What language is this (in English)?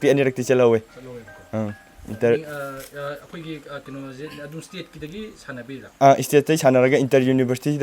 Manipuri